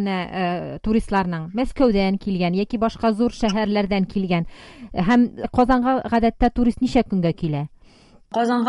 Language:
Tatar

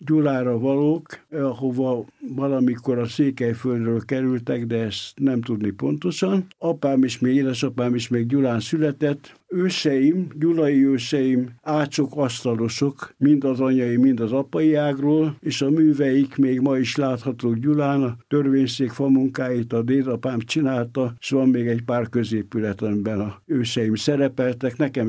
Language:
Hungarian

